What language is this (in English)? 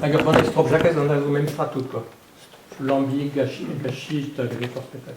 Breton